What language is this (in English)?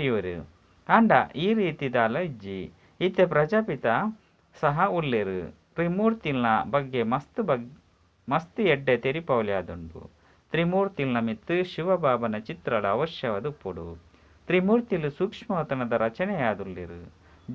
Tulu